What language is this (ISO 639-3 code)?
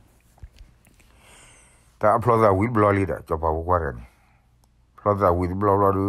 ksw